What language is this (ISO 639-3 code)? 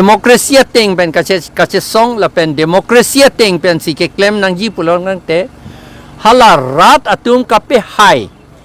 mjw